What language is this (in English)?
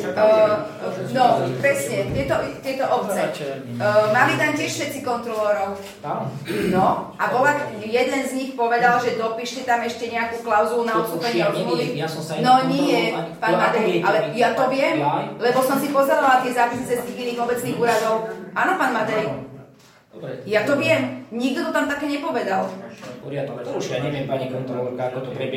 Slovak